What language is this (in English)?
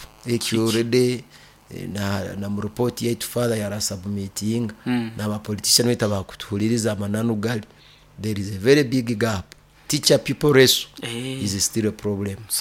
Nyoro